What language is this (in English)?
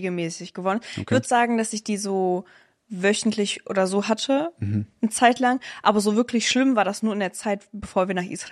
German